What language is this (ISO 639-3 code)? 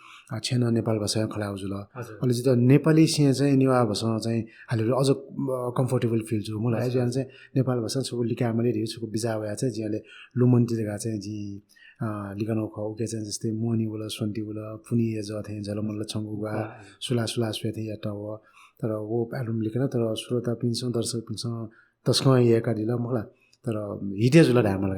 new